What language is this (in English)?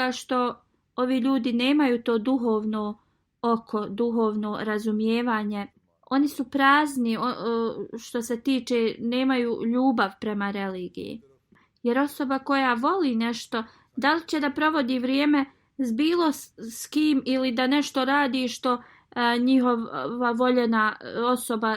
Bosnian